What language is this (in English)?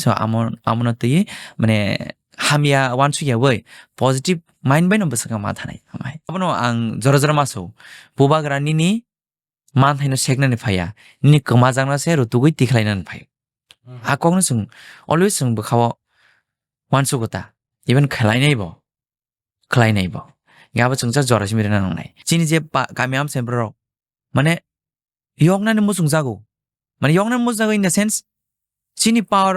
Kok Borok